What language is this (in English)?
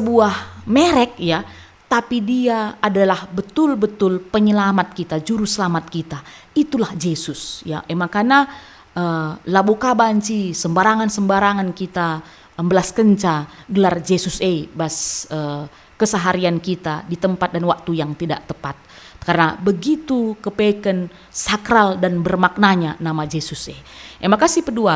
Batak Karo